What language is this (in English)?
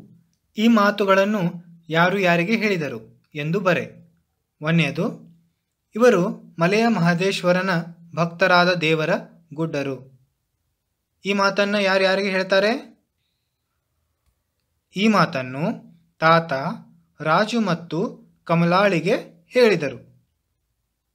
Kannada